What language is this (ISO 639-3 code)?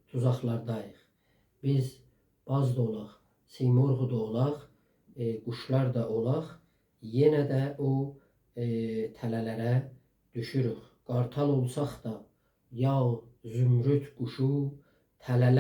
azb